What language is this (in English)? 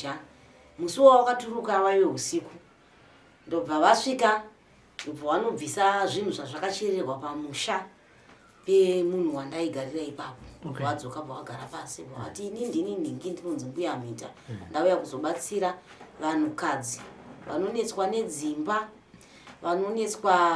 Shona